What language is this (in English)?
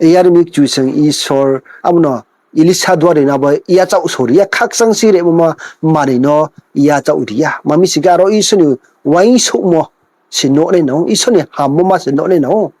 Riang (India)